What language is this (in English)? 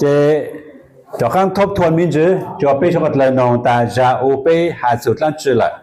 Hmong